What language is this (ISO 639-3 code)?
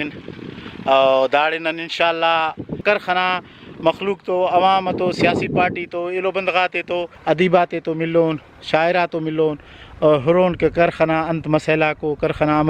brh